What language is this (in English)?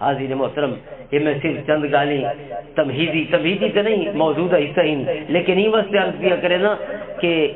Western Panjabi